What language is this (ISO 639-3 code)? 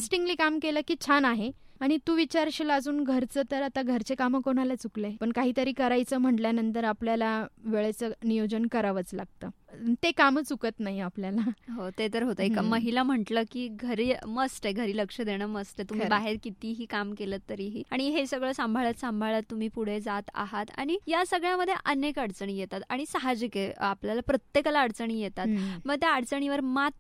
mar